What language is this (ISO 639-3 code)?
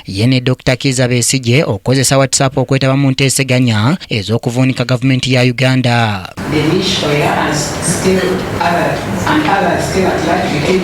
lug